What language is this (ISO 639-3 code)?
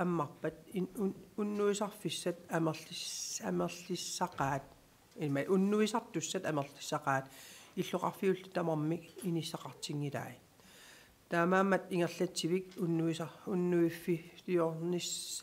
kal